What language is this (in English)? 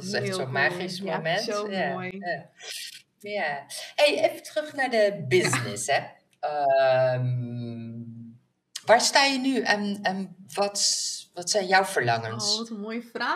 Dutch